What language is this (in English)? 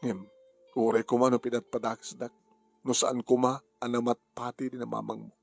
Iloko